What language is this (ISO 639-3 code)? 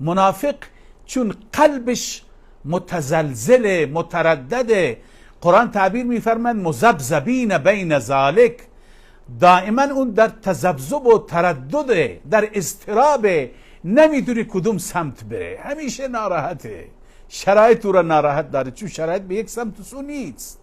fas